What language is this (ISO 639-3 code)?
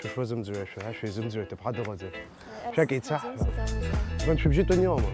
abk